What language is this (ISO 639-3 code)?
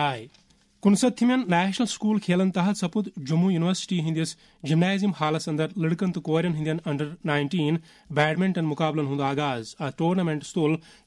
kas